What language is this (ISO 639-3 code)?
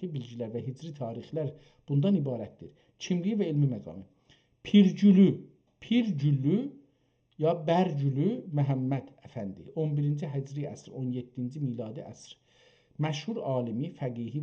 azb